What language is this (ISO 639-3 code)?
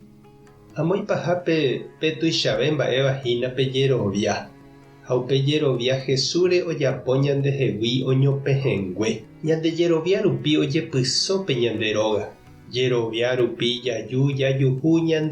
grn